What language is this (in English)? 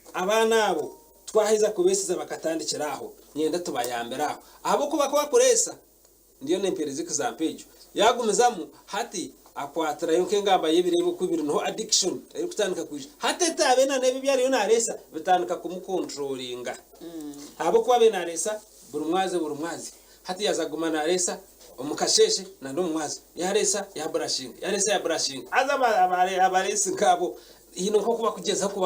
Nyankole